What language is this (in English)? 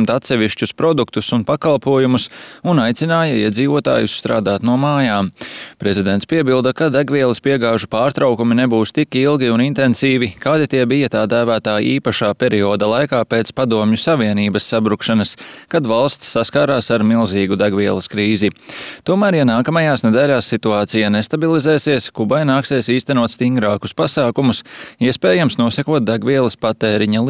Latvian